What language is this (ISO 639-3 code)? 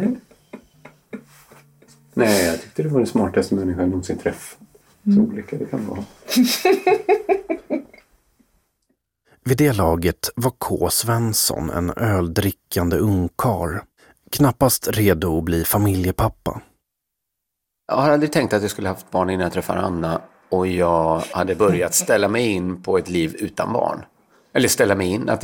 swe